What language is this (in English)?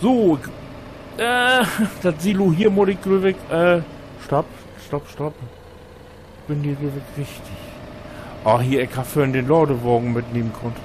Low German